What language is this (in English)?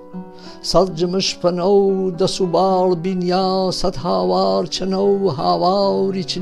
Gurani